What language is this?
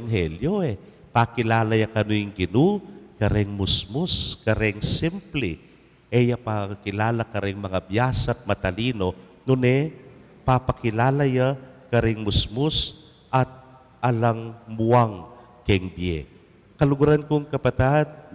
Pampanga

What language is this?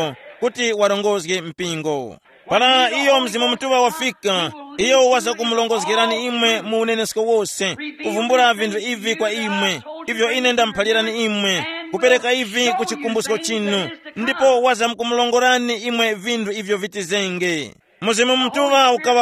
Tumbuka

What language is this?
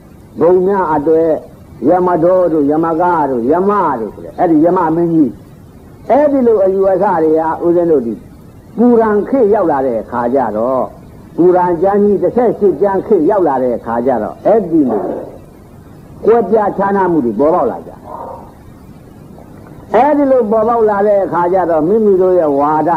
Burmese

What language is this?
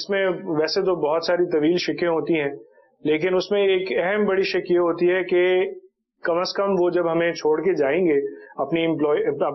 Urdu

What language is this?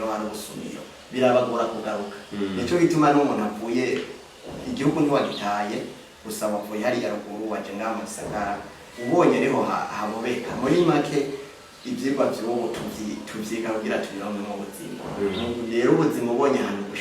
Rundi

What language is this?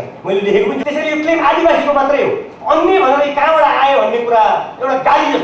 Nepali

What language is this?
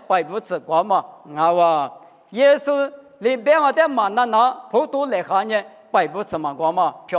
Lisu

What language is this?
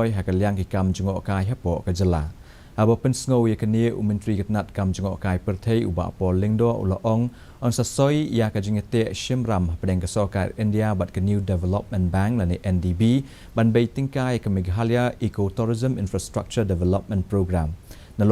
Khasi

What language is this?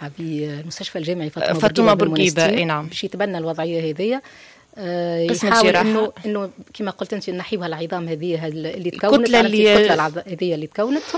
Tunisian Arabic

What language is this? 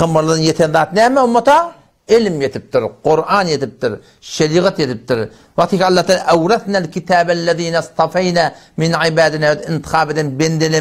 Turkmen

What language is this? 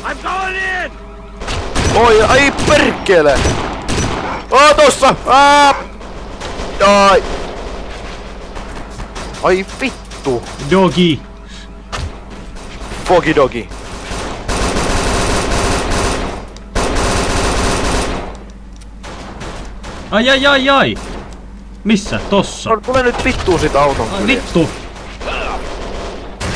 Finnish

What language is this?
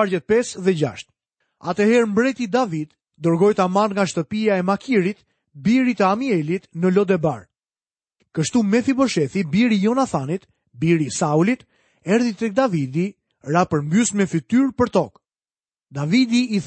Albanian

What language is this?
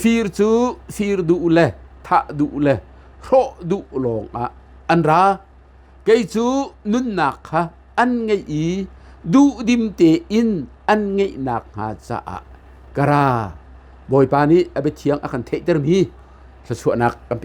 Hakha Chin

